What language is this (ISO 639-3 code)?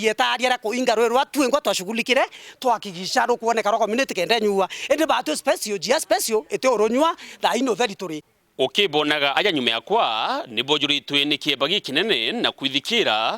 mer